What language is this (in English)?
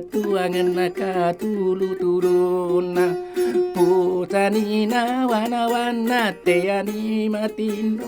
Buginese